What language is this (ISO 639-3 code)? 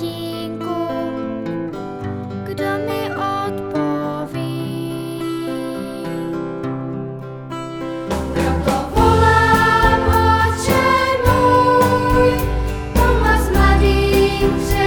ces